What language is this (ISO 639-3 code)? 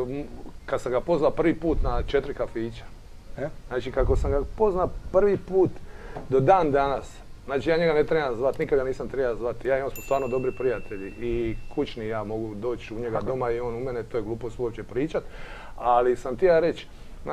hrv